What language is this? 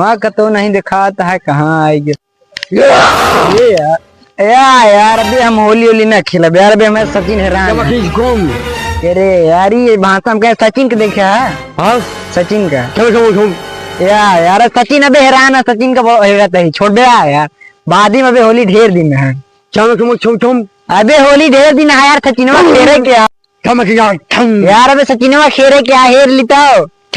Awadhi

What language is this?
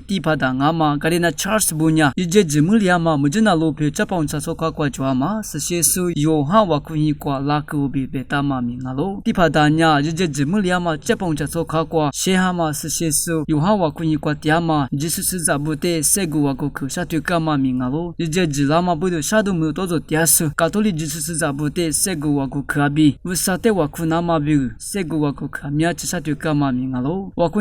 Lisu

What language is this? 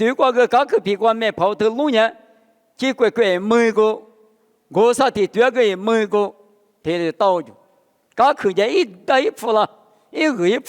Lisu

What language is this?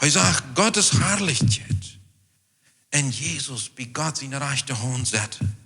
Plautdietsch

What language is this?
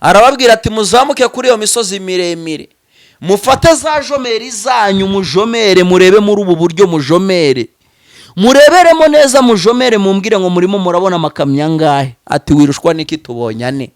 Kinyarwanda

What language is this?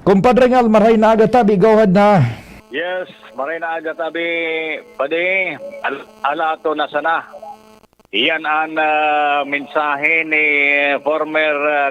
Bikol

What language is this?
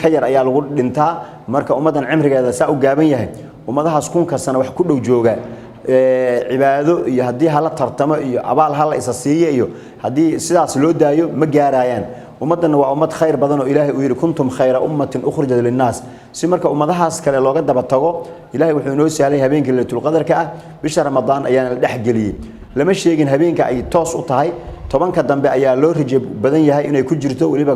Somali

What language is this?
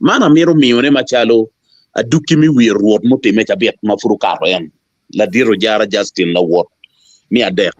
Acoli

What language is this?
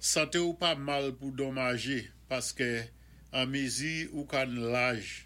Saint Lucian Creole French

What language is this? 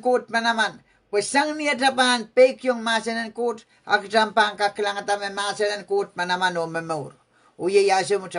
Pohnpeian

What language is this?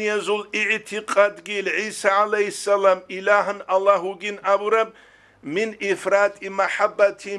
Avaric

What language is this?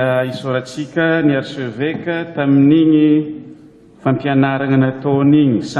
Malagasy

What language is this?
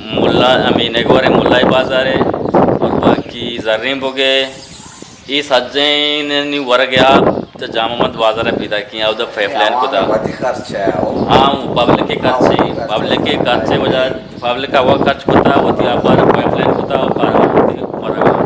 Eastern Balochi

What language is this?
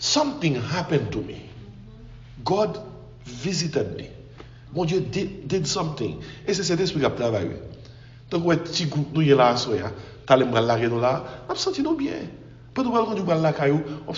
French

